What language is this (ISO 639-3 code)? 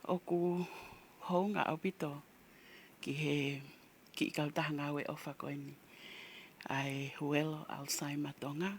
ton